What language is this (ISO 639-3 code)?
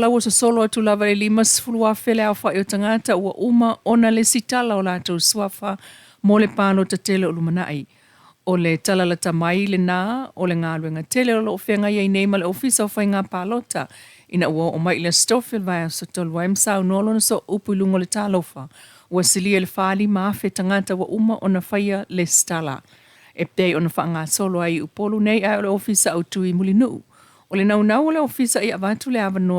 smo